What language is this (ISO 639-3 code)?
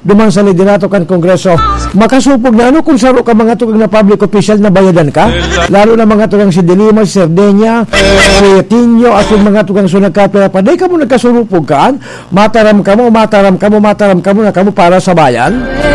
bik